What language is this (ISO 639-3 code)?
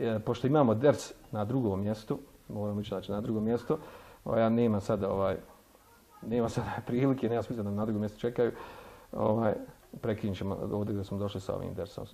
bos